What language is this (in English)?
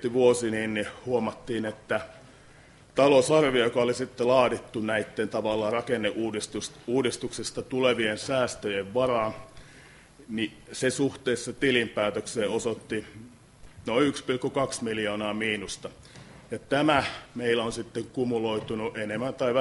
Finnish